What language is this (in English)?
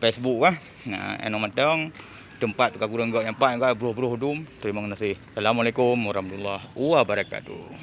Achinese